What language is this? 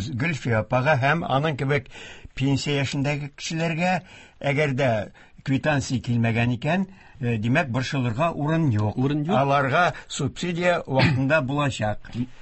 Tatar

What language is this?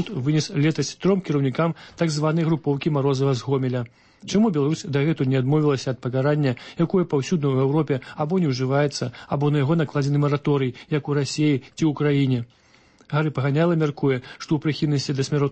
Belarusian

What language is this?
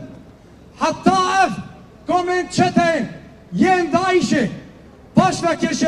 Kurdish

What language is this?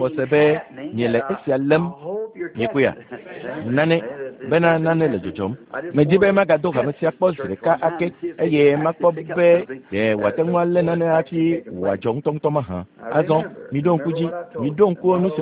Ewe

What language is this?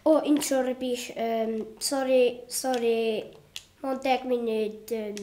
Welsh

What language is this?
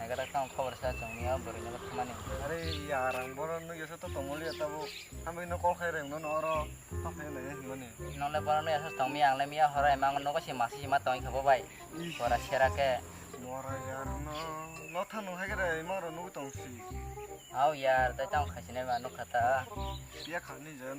Kok Borok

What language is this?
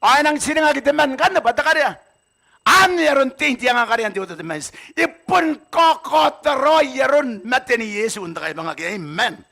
Gilbertese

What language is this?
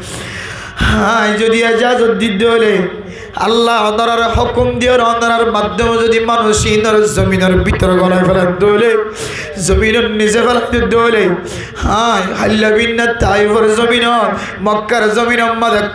Rohingya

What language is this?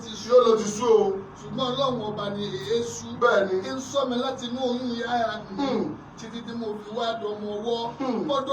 Yoruba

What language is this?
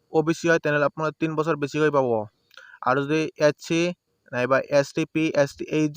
Assamese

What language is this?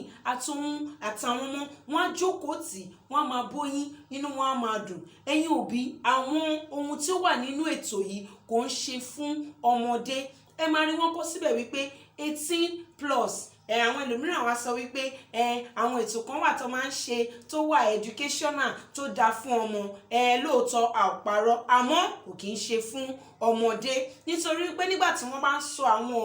Yoruba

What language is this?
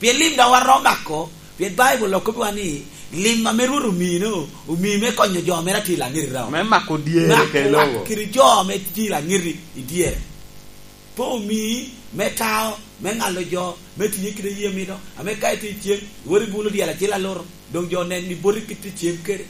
Lango (Uganda)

